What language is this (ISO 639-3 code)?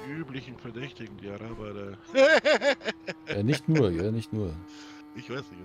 bar